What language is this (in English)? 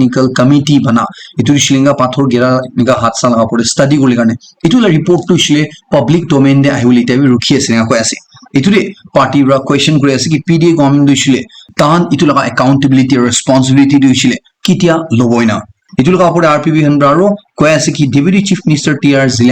Naga Pidgin